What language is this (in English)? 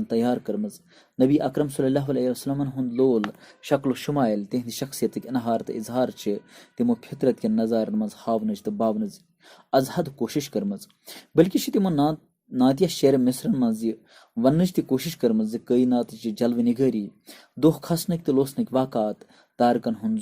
Kashmiri